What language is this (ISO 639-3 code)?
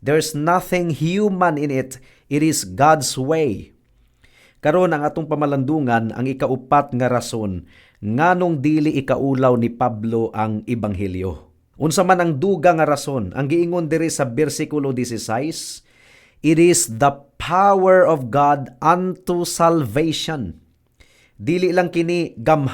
ceb